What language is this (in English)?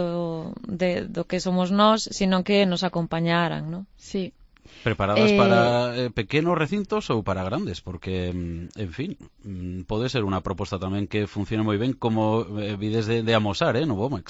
Galician